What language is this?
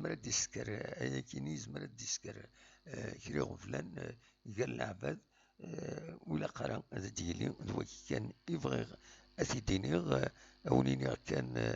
Kabyle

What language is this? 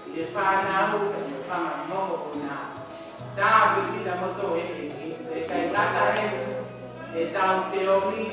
Tongan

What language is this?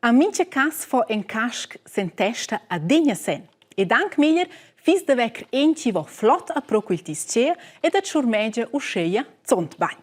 Romansh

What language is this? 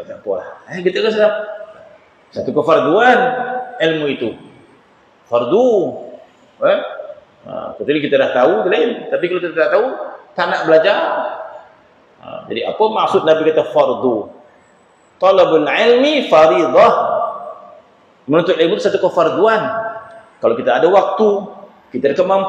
Malay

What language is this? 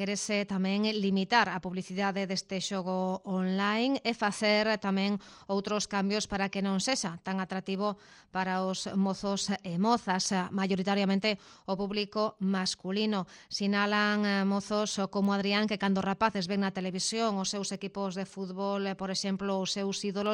Galician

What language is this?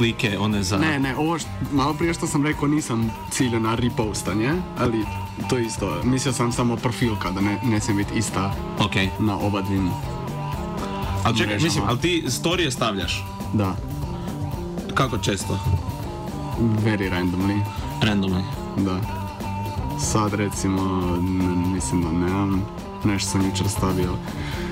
Croatian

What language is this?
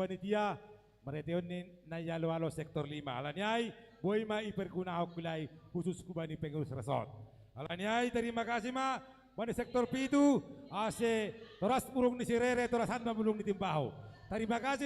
Batak Simalungun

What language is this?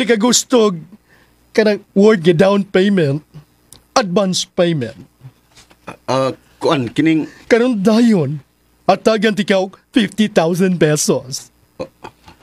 Cebuano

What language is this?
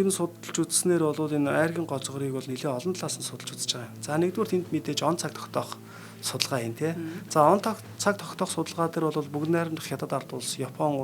Mongolian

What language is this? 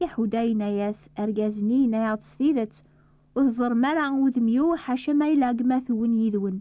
Kabyle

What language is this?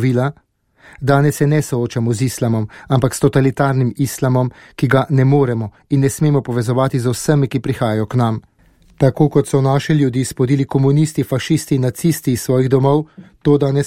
Slovenian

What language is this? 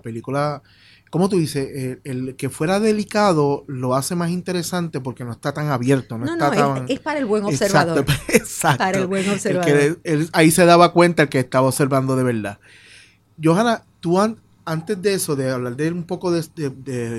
Spanish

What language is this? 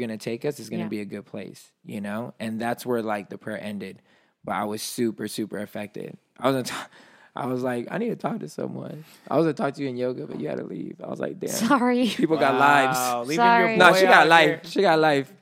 English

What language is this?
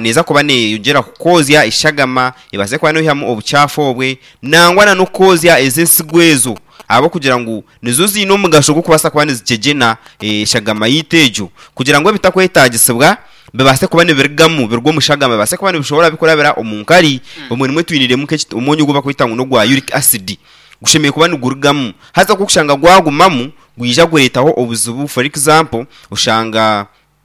Nyankole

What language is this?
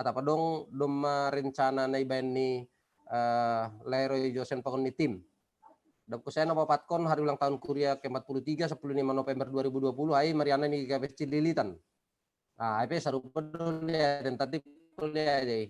Batak Simalungun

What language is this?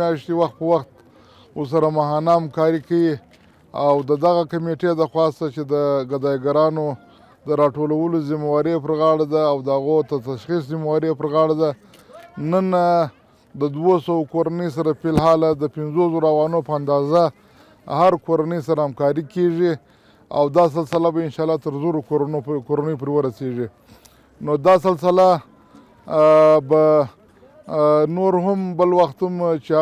Pashto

